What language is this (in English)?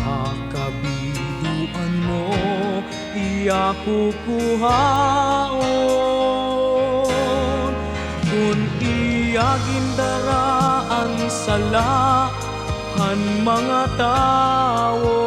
Waray